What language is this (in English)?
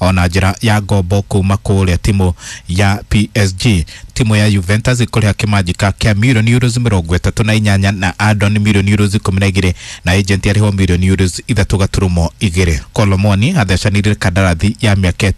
Kikuyu